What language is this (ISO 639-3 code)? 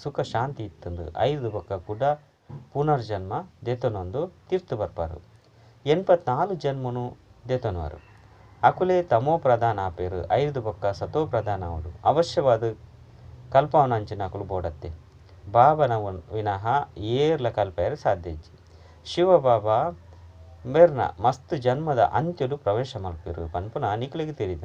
tcy